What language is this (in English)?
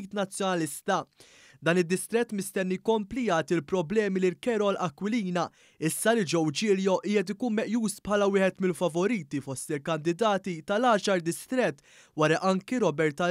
Maltese